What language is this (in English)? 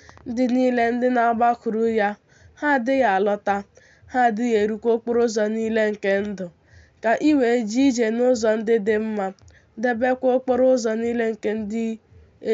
Igbo